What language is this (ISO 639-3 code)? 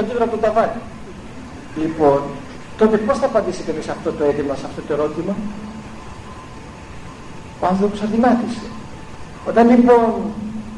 ell